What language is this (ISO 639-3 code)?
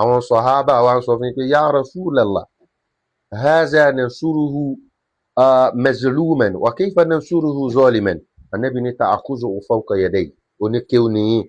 yor